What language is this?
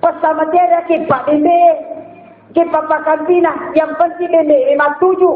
Buginese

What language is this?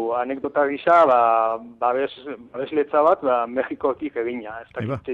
Basque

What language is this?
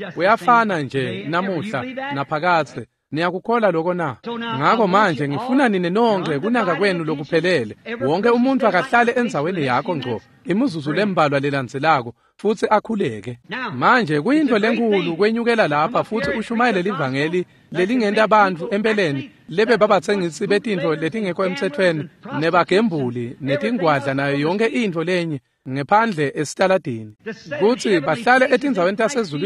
Swati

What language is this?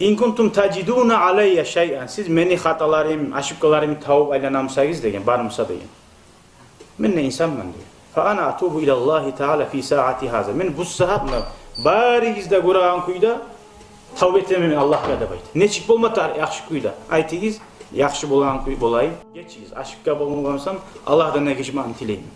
Kumyk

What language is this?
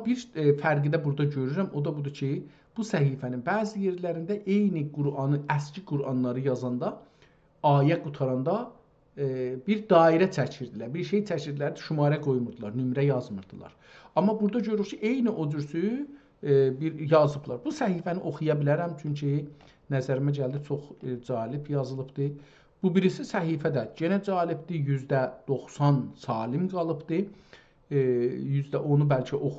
South Azerbaijani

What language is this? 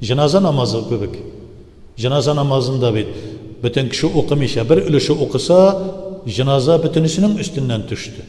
Tatar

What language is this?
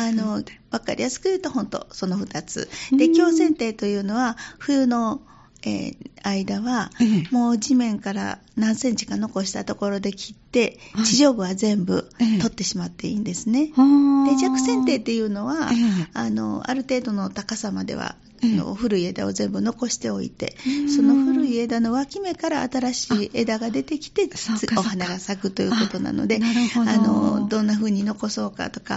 Japanese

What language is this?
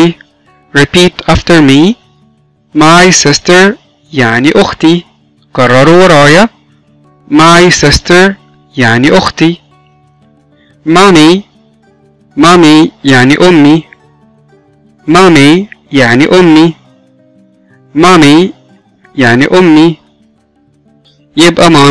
Egyptian Arabic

